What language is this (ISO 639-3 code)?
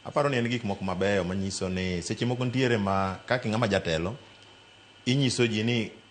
luo